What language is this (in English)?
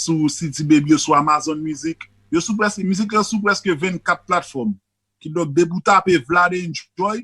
Haitian Creole